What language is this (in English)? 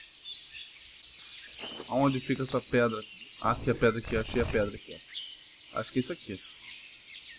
Portuguese